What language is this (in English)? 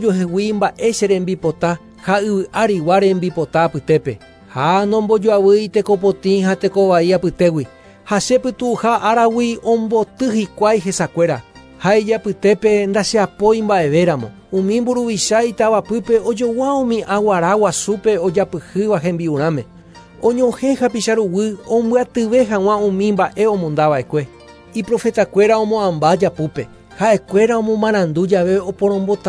Guarani